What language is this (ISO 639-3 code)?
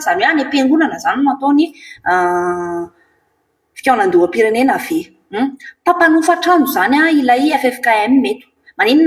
mlg